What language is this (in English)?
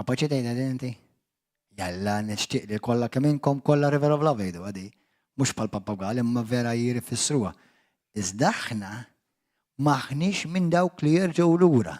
Maltese